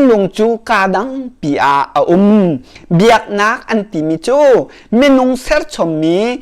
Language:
Hakha Chin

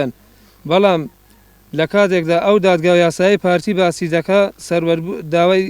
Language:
Central Kurdish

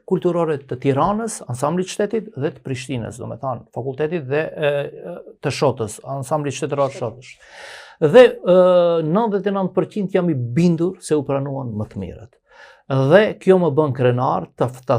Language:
Albanian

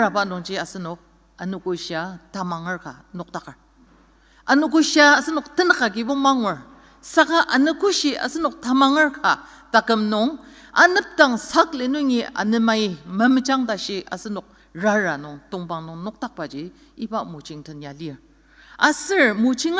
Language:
Ao Naga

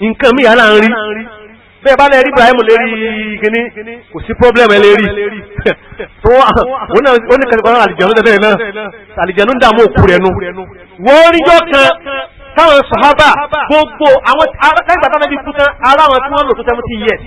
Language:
Yoruba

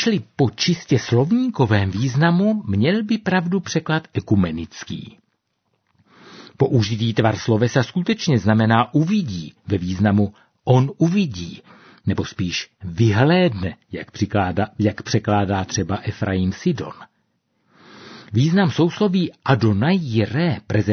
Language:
Czech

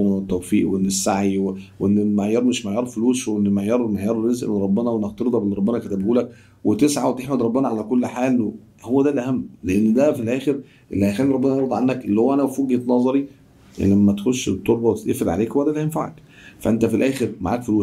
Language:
Egyptian Arabic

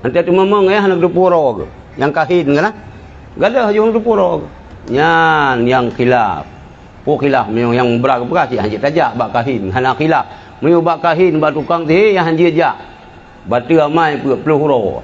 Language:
Achinese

